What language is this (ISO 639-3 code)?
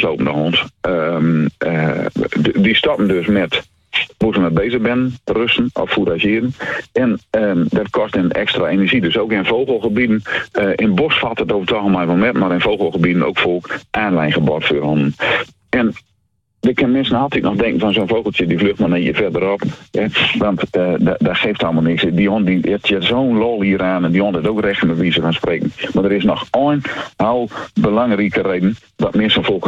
nld